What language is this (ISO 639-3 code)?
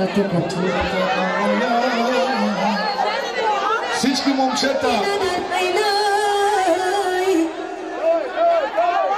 bul